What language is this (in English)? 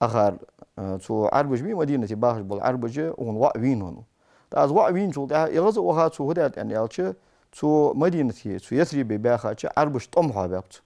Ingush